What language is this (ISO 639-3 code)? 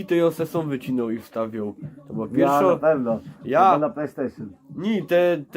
szl